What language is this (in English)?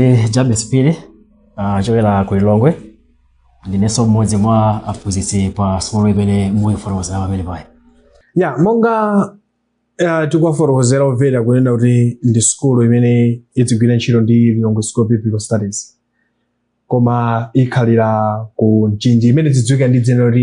Nyanja